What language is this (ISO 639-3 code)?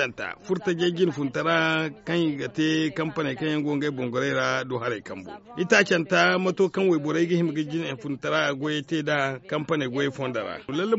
dje